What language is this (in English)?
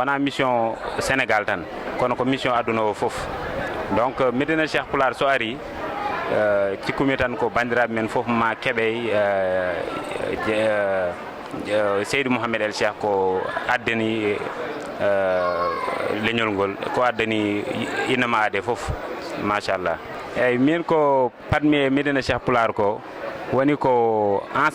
Fula